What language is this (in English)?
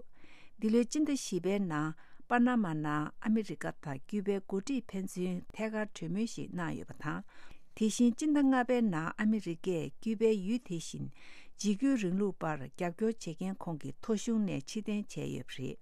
Tibetan